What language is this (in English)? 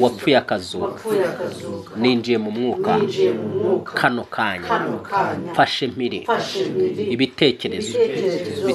Kinyarwanda